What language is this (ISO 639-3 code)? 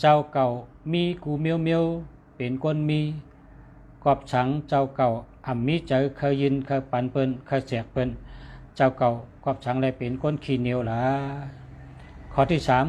shn